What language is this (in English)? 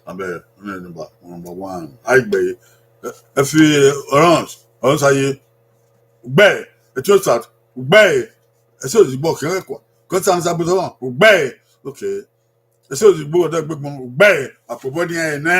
Bini